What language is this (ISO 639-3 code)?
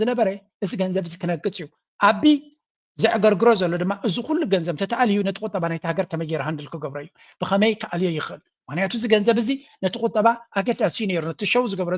tir